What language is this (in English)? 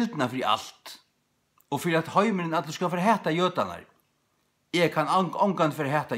Faroese